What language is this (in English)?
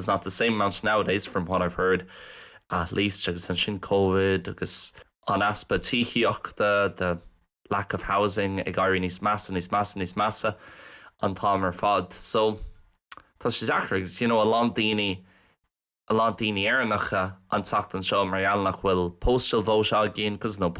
Irish